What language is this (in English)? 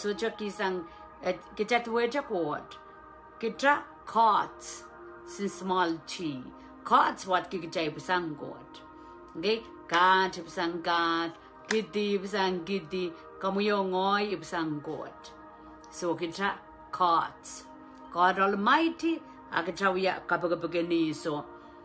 Pohnpeian